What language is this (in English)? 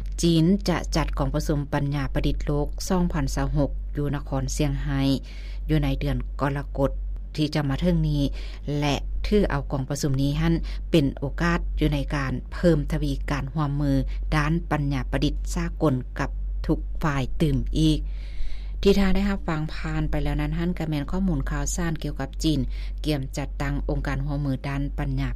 Lao